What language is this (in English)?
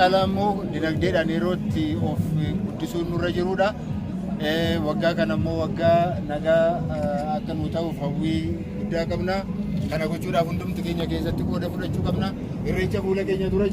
Oromo